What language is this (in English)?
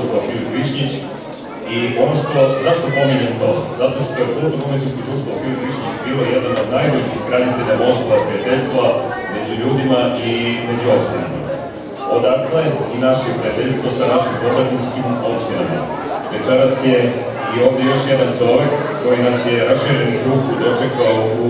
Serbian